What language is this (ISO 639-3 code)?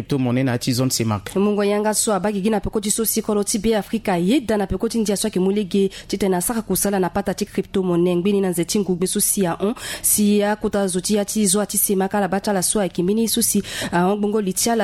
sag